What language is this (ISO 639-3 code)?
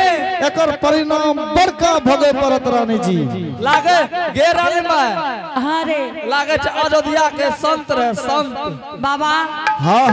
anp